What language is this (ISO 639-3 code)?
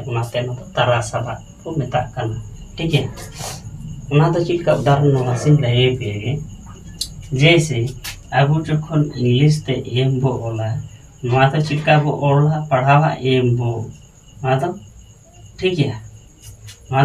sat